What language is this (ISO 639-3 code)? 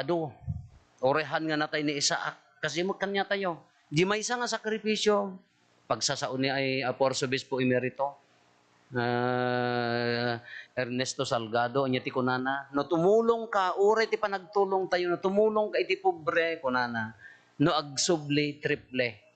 ilo